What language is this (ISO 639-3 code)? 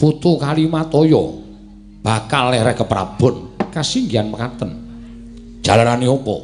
jav